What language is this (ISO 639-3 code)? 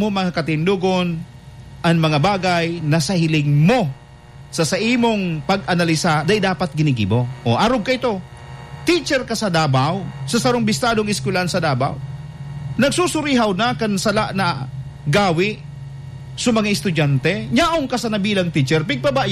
bik